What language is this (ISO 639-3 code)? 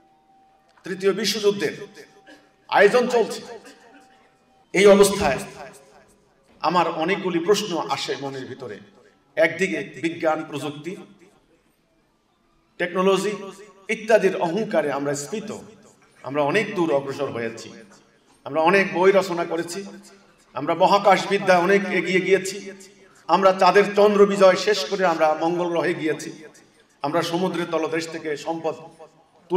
ben